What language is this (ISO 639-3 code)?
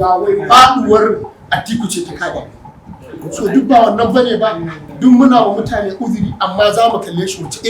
hau